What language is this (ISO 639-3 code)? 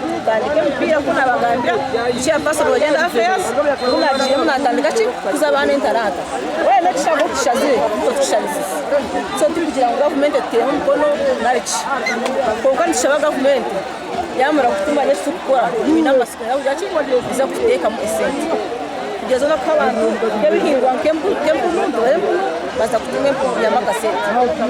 nyn